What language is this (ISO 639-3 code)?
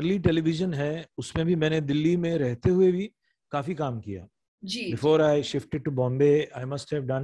hin